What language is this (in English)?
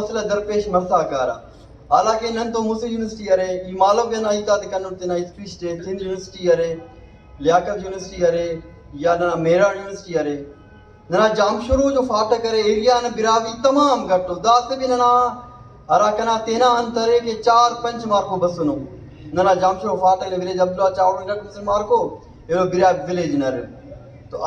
Brahui